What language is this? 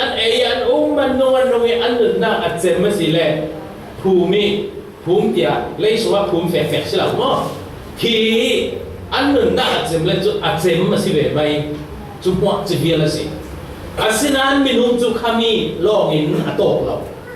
Falam Chin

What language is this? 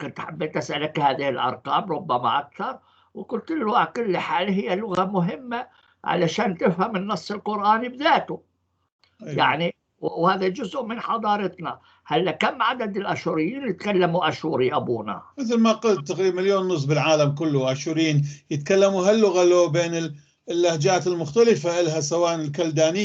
North Levantine Arabic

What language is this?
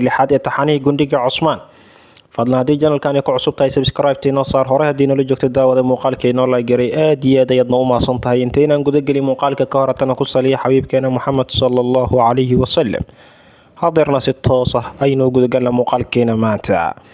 Somali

